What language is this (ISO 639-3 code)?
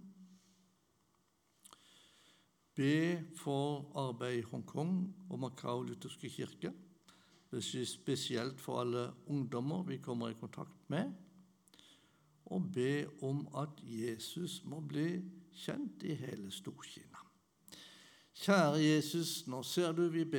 nor